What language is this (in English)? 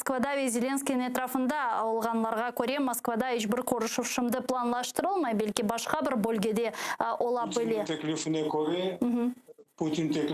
Crimean Tatar